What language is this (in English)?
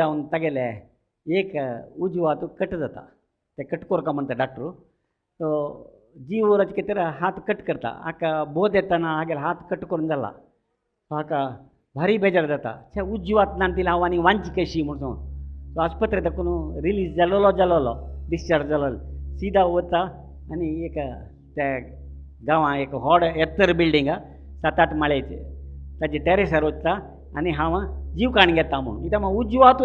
Konkani